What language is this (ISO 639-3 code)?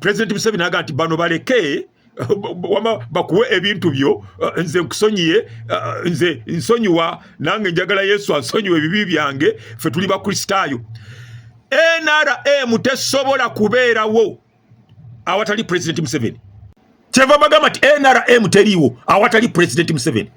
lug